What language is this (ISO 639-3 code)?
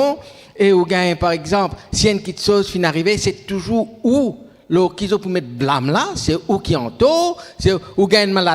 mfe